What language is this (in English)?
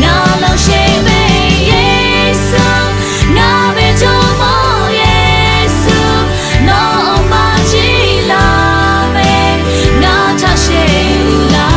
Lahu